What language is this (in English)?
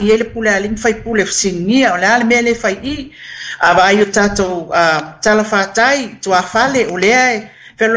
Samoan